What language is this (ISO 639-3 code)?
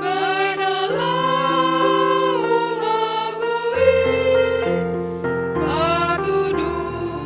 bts